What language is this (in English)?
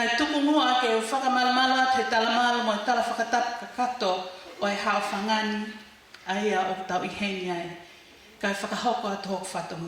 Tongan